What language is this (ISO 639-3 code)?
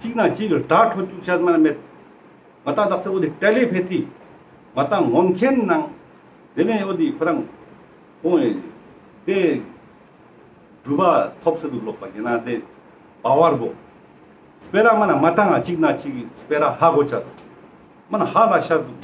lbj